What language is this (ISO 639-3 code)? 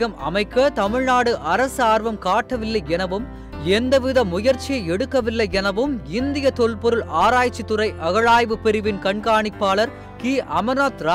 tam